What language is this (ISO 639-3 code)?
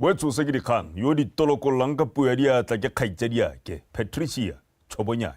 tsn